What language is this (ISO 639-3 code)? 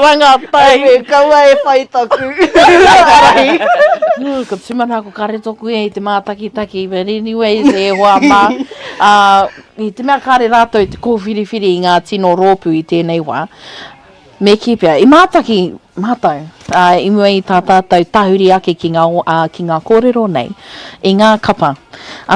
mri